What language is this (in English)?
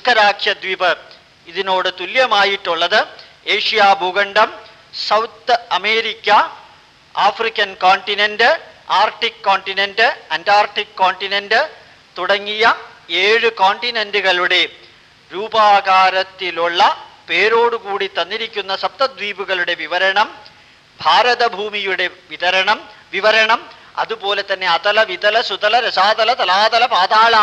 Malayalam